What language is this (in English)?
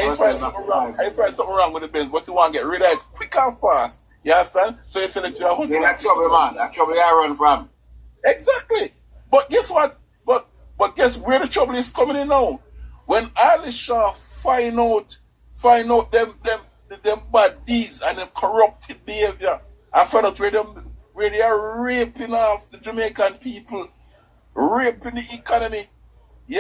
Jamaican Creole English